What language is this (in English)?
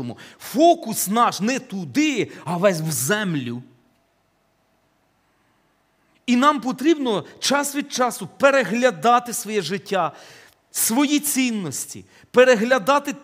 Ukrainian